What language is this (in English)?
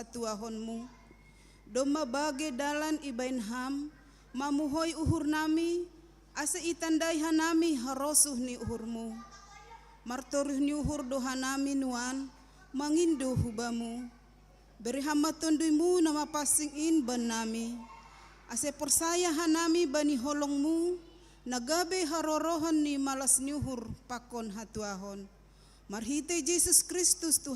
Batak Simalungun